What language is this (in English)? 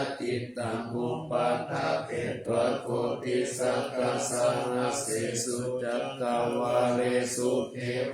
Pali